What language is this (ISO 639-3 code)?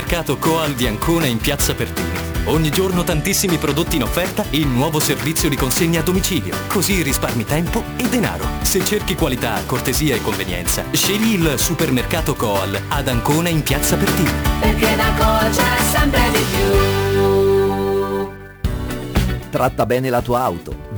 ita